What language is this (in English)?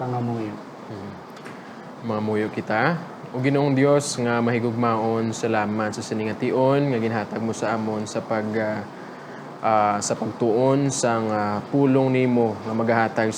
Hiligaynon